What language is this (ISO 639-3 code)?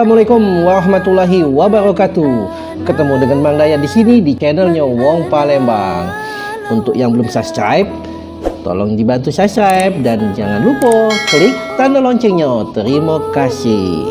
mui